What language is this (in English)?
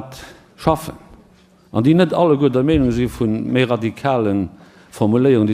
Luxembourgish